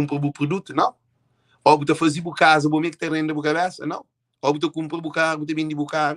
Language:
Kabuverdianu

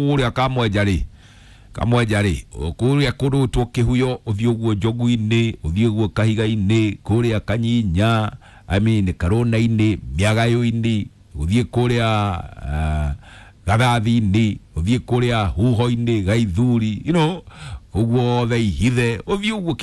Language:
Kikuyu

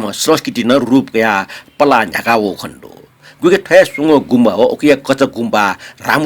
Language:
Newari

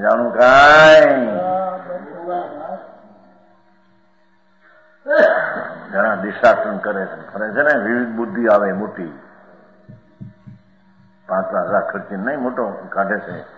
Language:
Gujarati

